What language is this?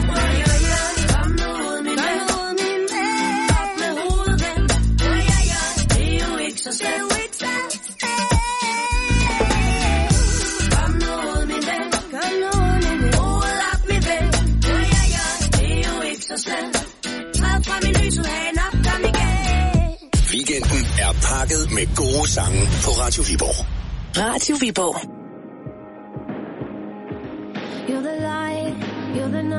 Danish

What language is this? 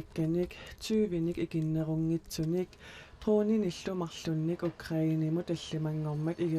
Kalaallisut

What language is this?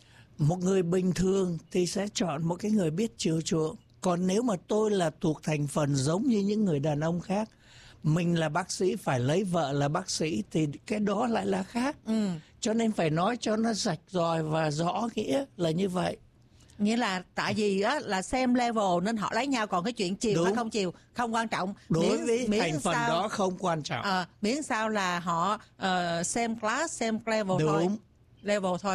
Vietnamese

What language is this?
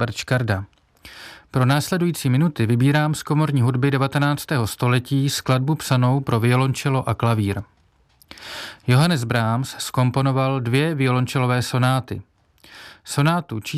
Czech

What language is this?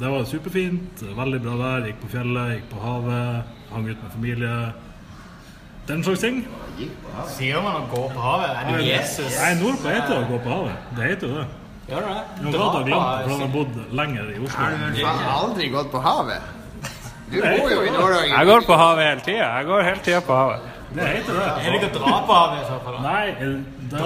Norwegian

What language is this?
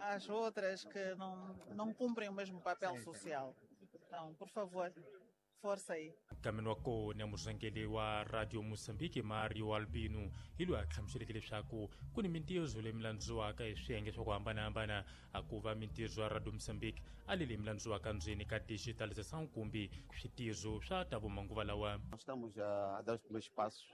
Tsonga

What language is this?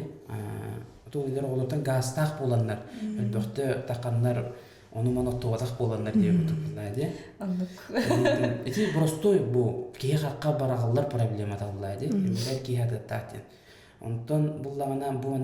Yakut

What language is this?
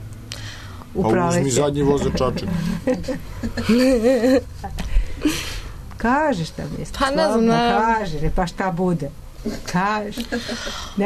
Serbian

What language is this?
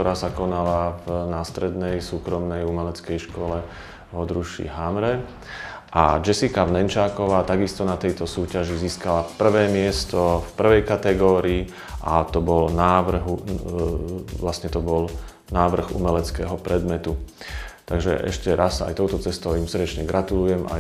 Slovak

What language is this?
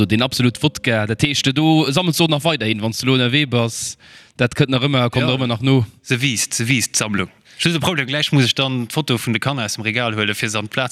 Luxembourgish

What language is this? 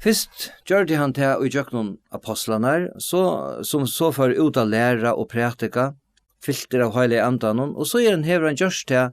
Faroese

